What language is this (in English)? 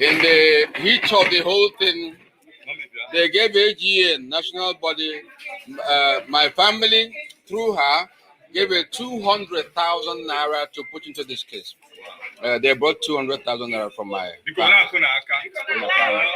Igbo